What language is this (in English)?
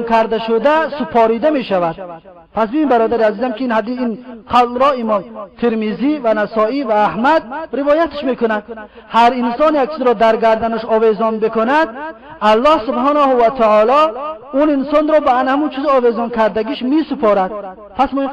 Tajik